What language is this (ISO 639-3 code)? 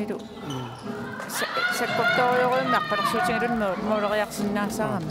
kal